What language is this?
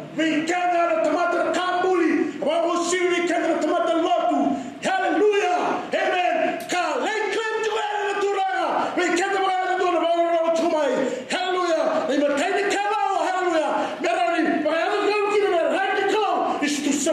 Fijian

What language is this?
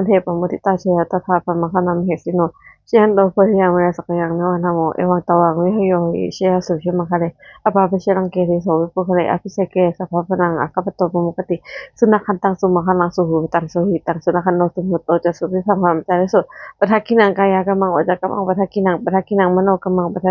Pali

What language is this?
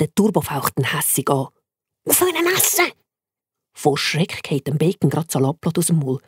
Swiss German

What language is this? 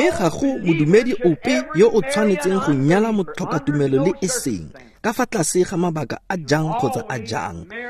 Tswana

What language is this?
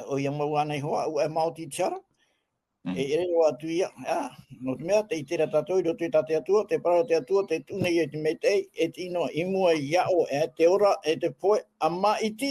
Tahitian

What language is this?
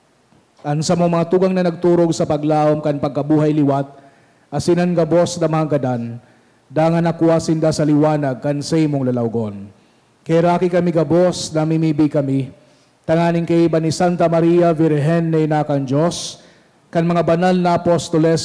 Bikol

